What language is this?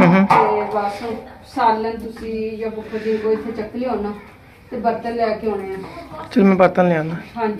Punjabi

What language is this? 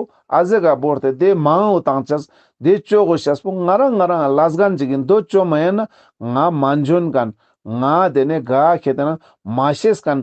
Ladakhi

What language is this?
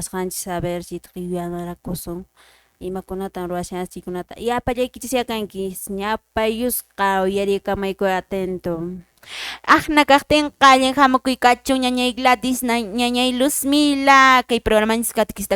Quechua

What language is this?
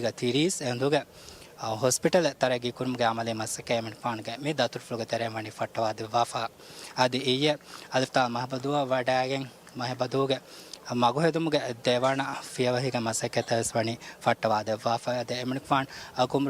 Divehi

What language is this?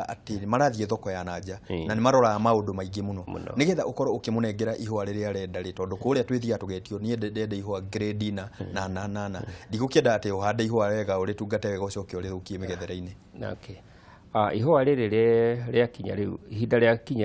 Kikuyu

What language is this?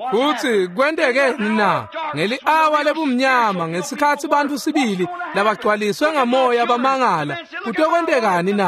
Swati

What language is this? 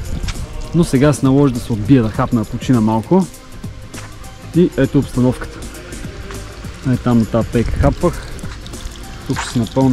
Bulgarian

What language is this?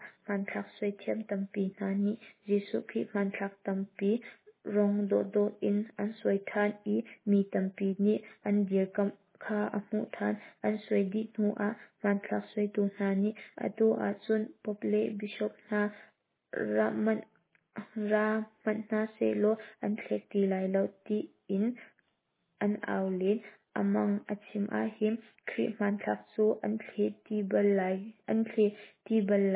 Hakha Chin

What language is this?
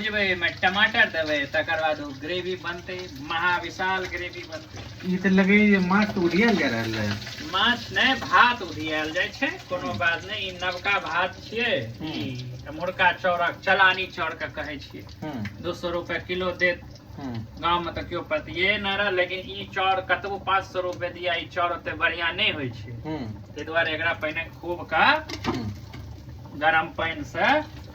Maithili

